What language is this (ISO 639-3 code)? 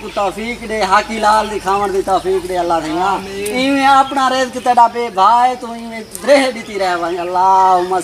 skr